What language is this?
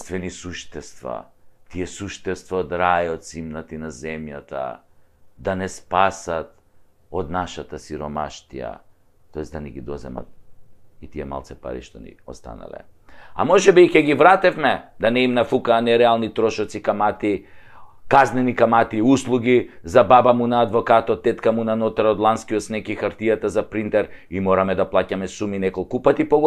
Macedonian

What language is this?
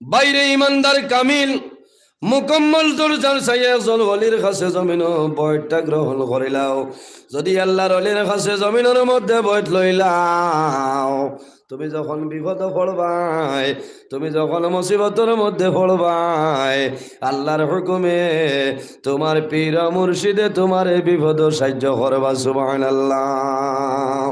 Sylheti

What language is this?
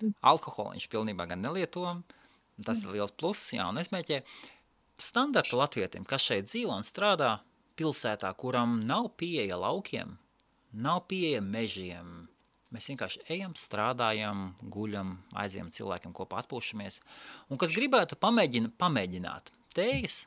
Latvian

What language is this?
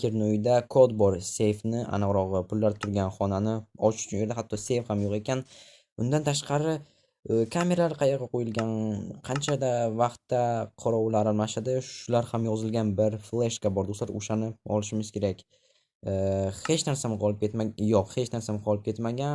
Uzbek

